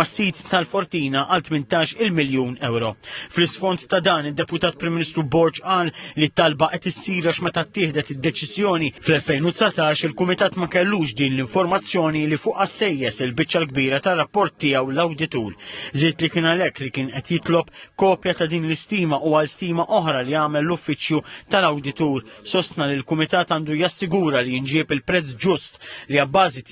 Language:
Maltese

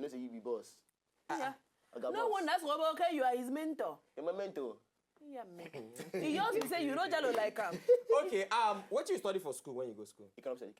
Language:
Nigerian Pidgin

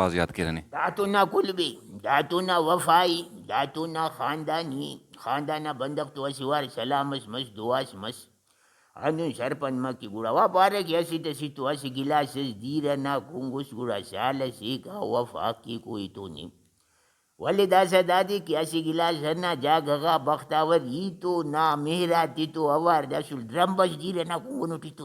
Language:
Brahui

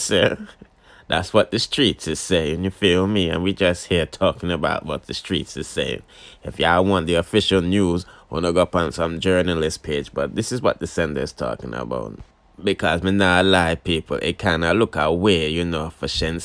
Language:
Jamaican Creole English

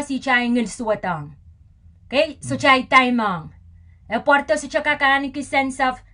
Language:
Pohnpeian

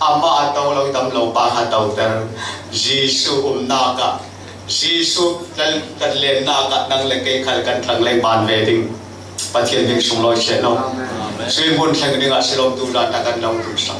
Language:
Falam Chin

